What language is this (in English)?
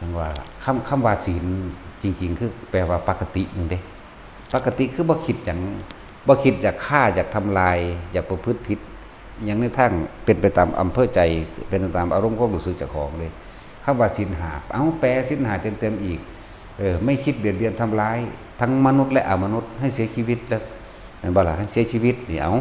Northeastern Thai